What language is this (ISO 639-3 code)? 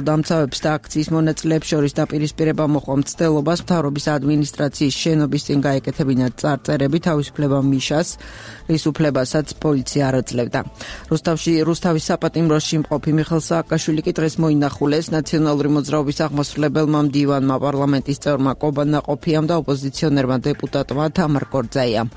kat